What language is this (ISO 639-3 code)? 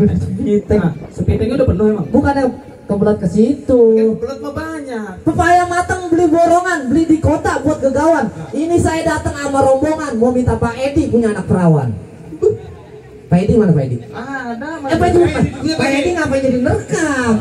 bew